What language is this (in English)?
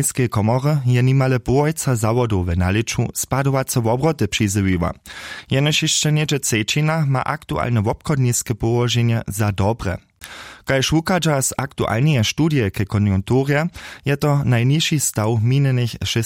Upper Sorbian